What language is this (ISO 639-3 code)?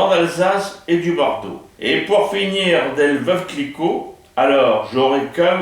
pcd